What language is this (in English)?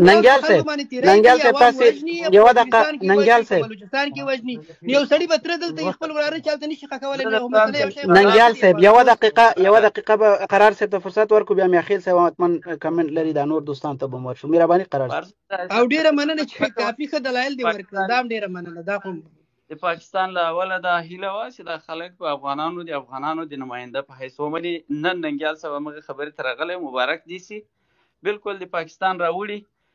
Pashto